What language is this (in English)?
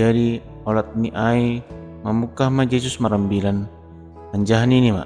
Batak Simalungun